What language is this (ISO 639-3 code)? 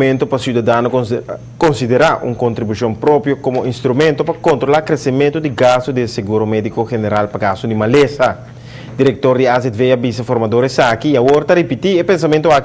pap